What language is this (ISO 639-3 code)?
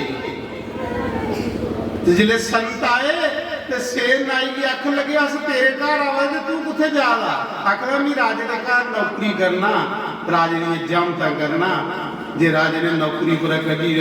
doi